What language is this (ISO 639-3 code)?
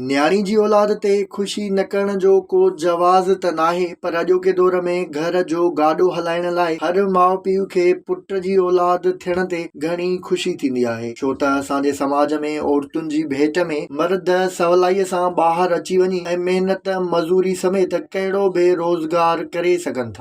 snd